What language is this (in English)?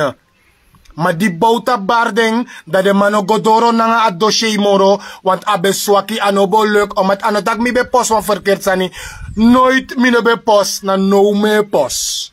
Sranan Tongo